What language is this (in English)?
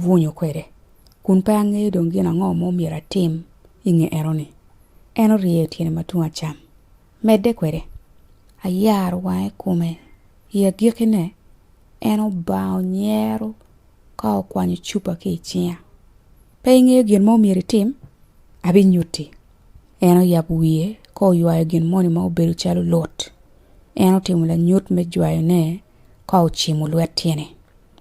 Acoli